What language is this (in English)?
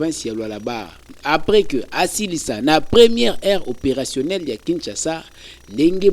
Lingala